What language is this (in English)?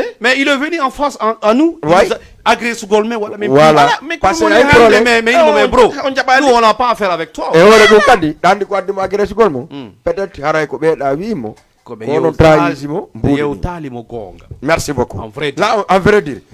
Fula